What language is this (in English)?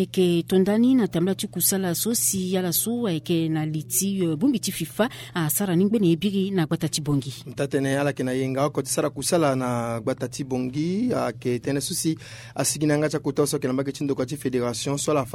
Sango